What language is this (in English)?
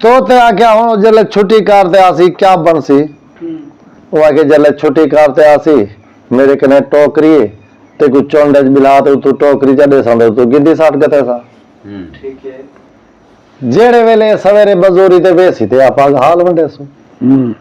Saraiki